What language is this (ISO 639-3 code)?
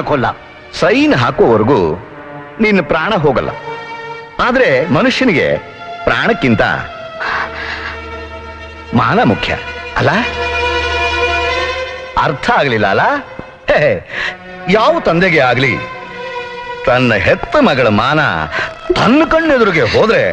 kan